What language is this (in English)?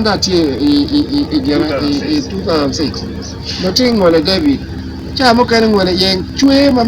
Acoli